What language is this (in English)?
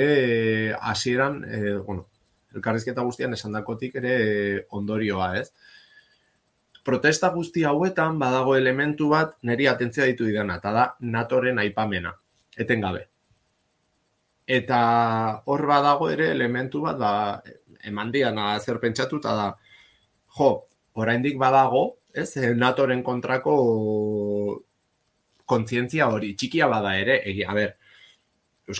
Basque